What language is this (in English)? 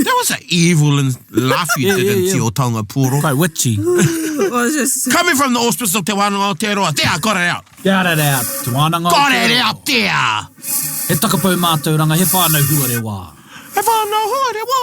Māori